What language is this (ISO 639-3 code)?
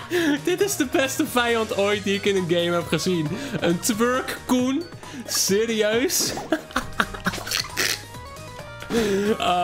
nld